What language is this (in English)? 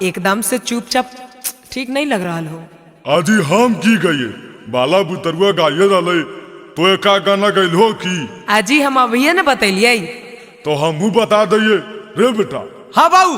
Magahi